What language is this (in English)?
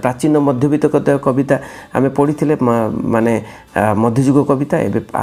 Odia